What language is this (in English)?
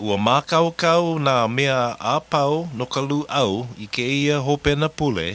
Hawaiian